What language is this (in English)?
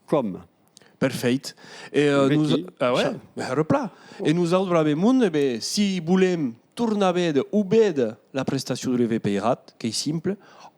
Occitan